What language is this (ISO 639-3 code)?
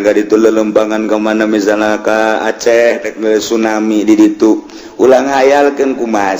sun